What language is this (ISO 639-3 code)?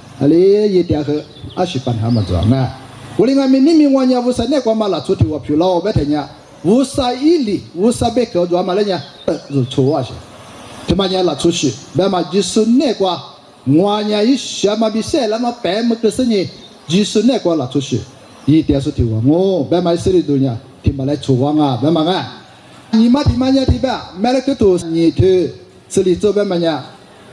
lis